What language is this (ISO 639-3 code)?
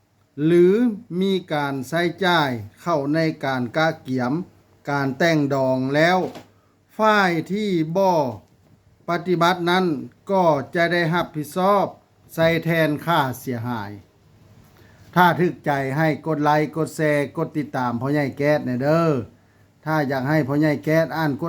lao